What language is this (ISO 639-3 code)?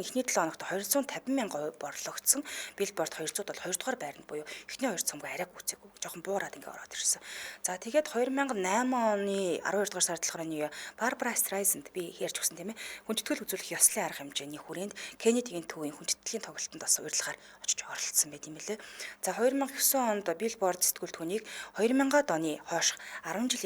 mon